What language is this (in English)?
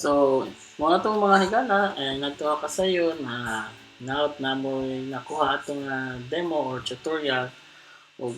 Cebuano